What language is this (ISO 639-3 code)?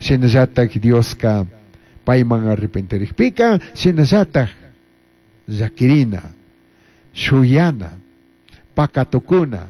qug